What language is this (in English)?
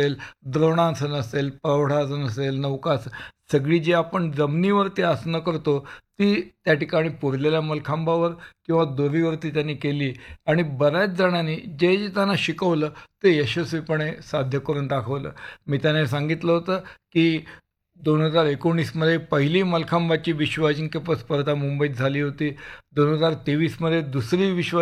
Marathi